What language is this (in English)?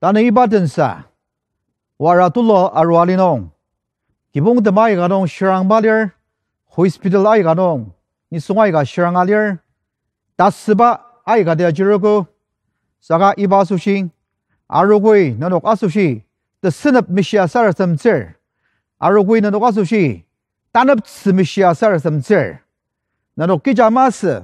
Ao Naga